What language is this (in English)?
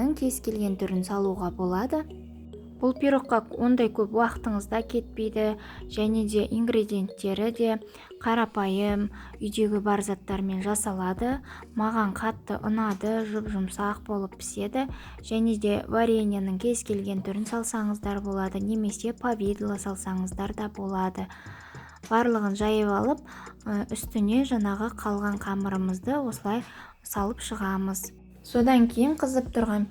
Kazakh